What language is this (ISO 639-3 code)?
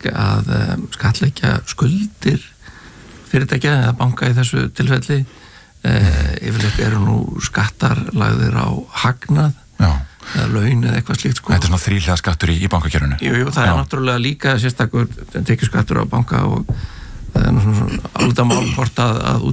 isl